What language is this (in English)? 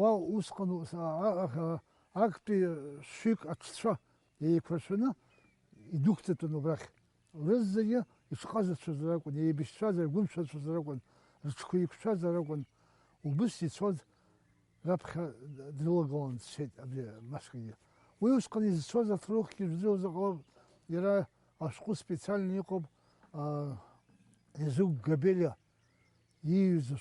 Abkhazian